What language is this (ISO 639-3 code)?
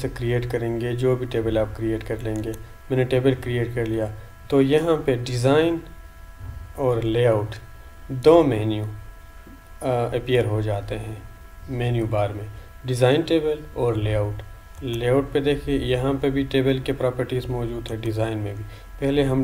hin